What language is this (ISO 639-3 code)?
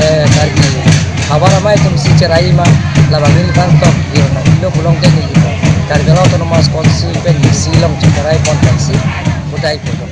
mjw